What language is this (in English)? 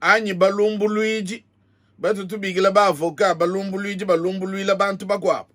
Luba-Lulua